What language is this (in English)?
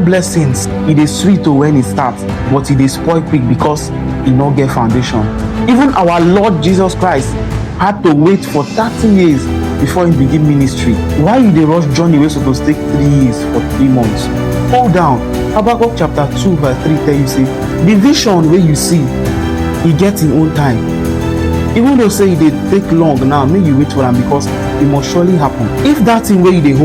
Nigerian Pidgin